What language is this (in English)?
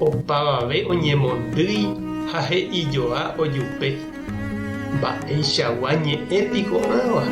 Guarani